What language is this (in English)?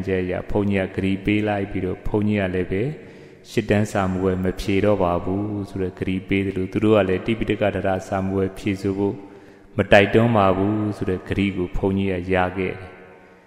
Burmese